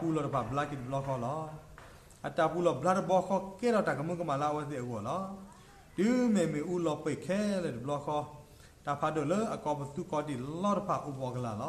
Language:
S'gaw Karen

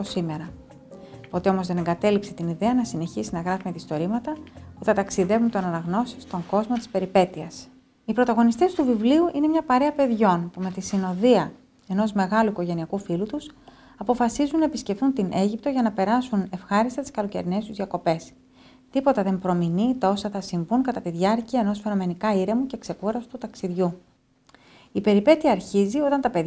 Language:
Greek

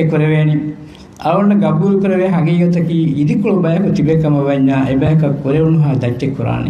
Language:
Divehi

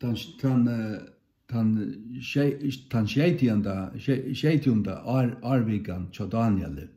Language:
Faroese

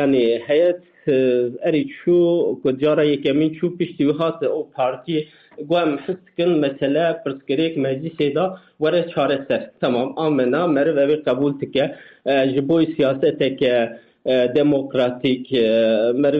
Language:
Kurdish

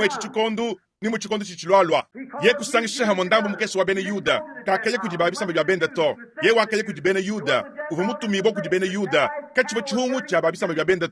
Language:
Luba-Lulua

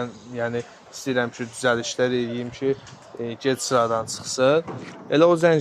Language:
Azerbaijani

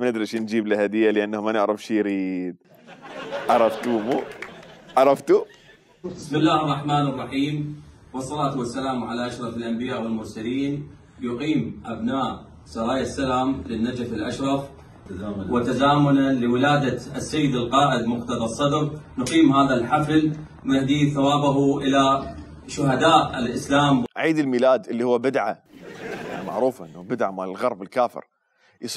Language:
Mesopotamian Arabic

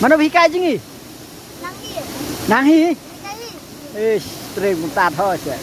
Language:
Khasi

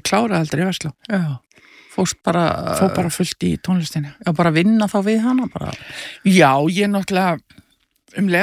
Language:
Icelandic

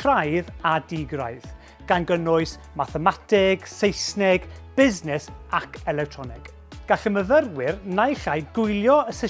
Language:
Welsh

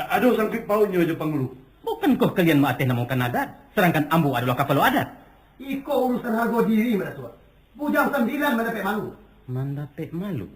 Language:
Minangkabau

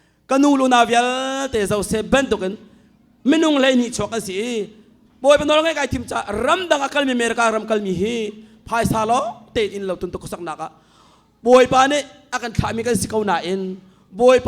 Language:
Hakha Chin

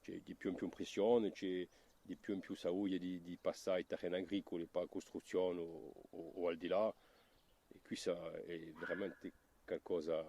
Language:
Corsican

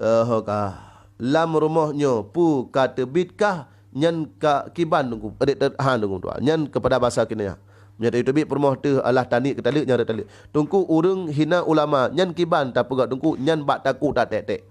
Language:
Achinese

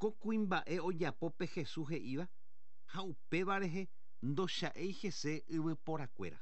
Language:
Guarani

